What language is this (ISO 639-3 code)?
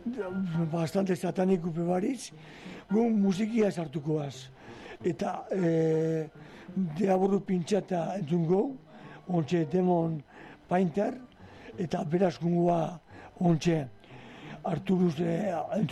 eus